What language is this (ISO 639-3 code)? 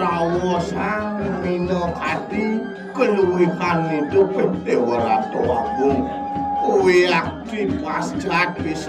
ban